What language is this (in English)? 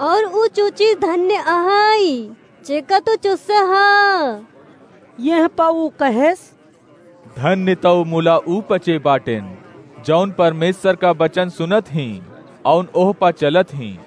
Awadhi